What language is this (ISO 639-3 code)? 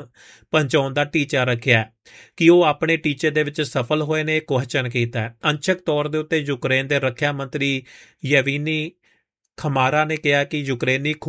pan